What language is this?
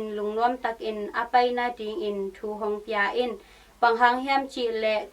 Tedim Chin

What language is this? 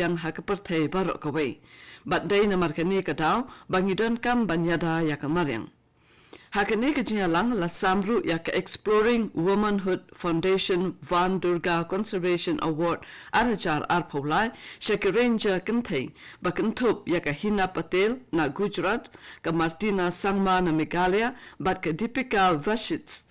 Khasi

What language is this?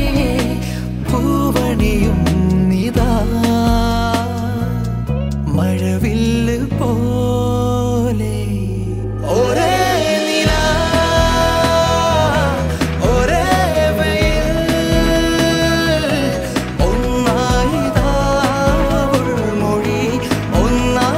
Malayalam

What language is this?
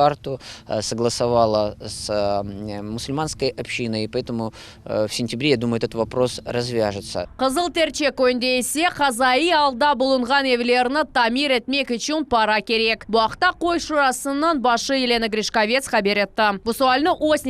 Crimean Tatar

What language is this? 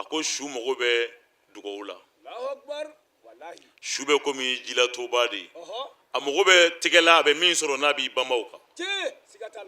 Bambara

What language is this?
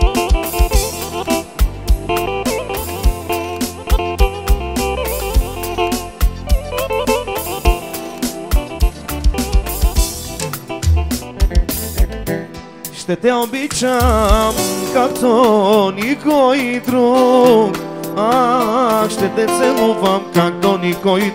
Bulgarian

